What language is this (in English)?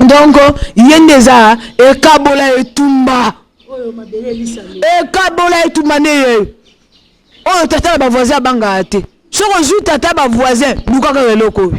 Lingala